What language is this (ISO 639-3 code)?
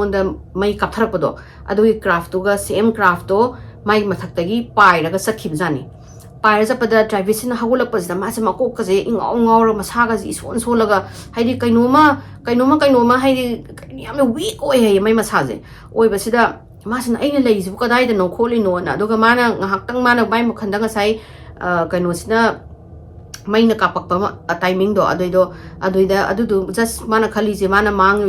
mni